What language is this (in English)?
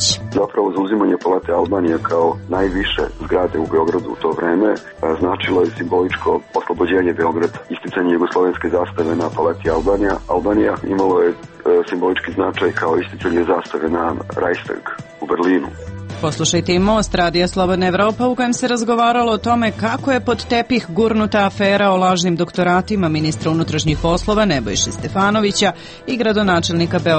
Serbian